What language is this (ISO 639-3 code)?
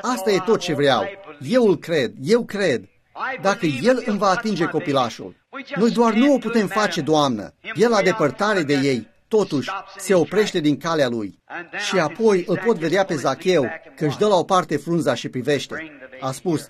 ron